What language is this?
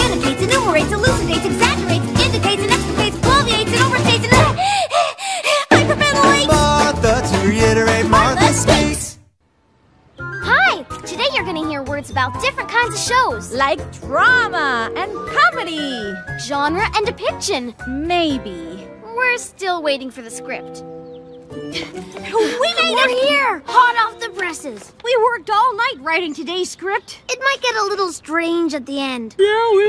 English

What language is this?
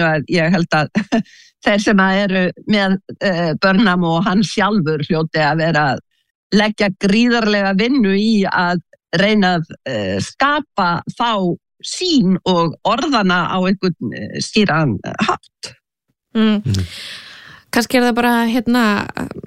Icelandic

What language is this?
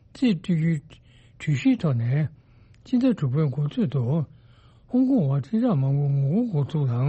Tibetan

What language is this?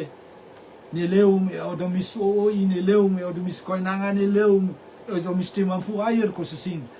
Rotuman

